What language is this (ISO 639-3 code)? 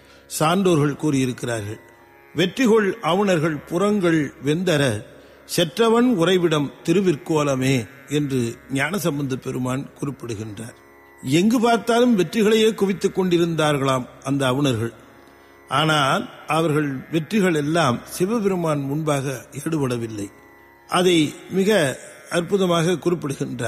tam